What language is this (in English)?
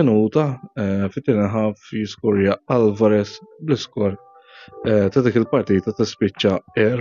Maltese